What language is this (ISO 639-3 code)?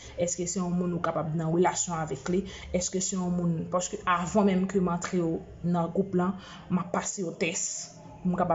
hat